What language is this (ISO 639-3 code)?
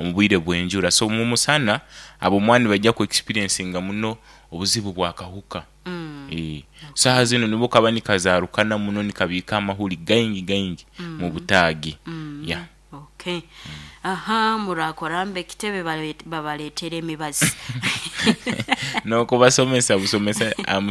nyo